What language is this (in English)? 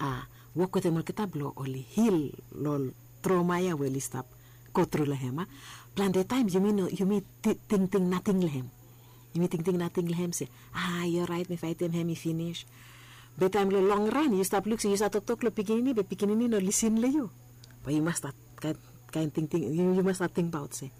Bislama